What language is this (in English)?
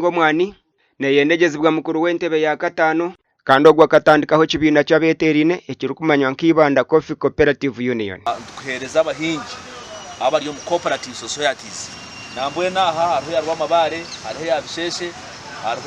Nyankole